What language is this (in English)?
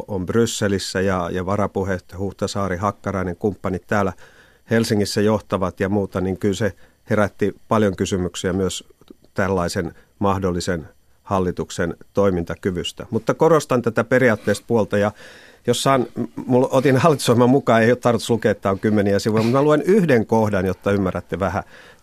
Finnish